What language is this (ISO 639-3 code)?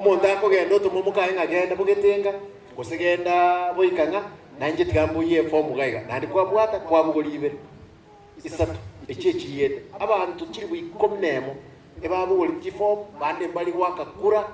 guz